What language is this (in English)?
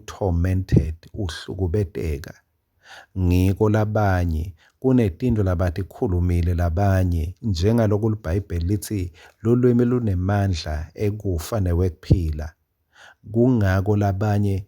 Swati